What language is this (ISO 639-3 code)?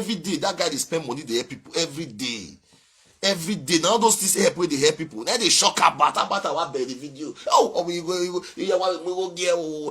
pcm